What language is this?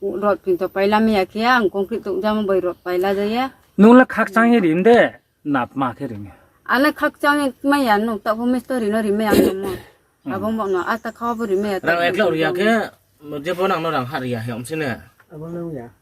Riang (India)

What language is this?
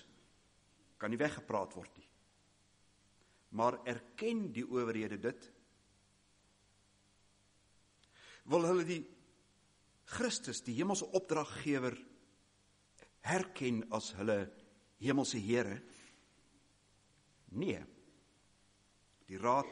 Afrikaans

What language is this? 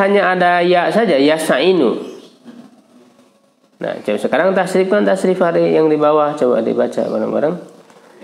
Indonesian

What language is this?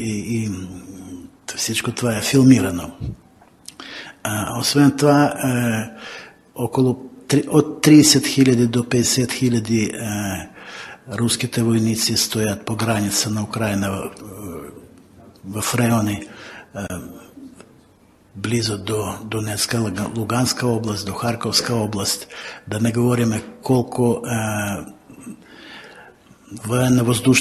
Bulgarian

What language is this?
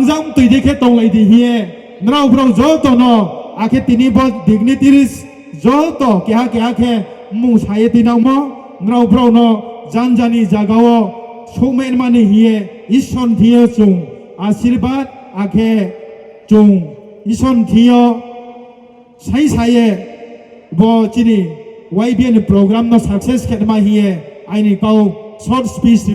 Riang (India)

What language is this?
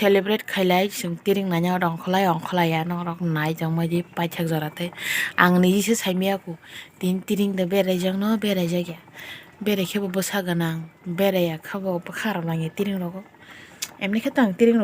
Kok Borok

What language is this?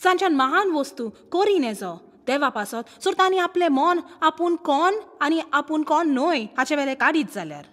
Konkani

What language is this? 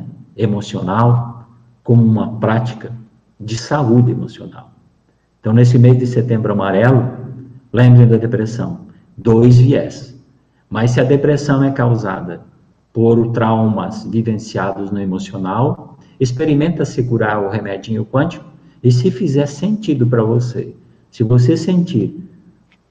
Portuguese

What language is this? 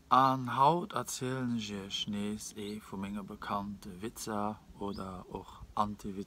Luxembourgish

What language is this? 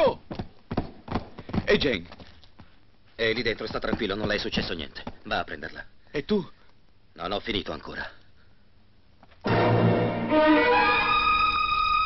Italian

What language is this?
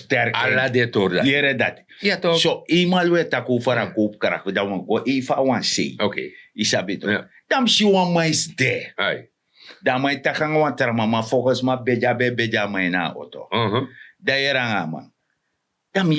Sranan Tongo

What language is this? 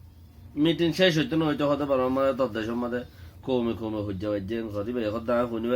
Rohingya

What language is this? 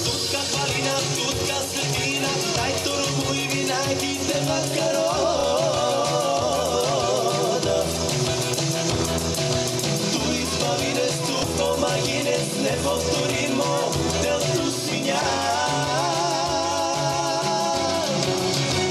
Bulgarian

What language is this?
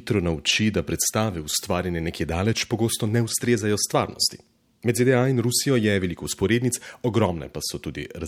Slovenian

